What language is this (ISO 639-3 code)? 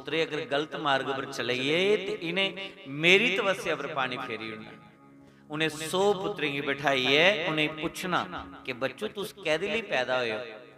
doi